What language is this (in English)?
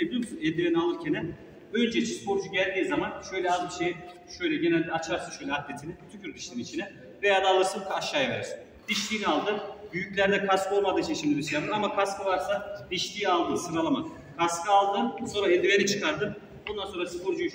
Turkish